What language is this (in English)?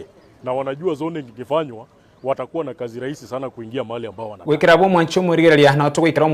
Gusii